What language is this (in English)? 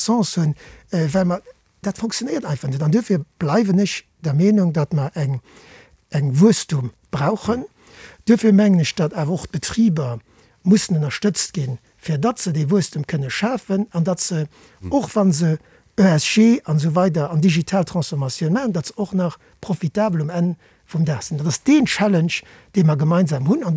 Luxembourgish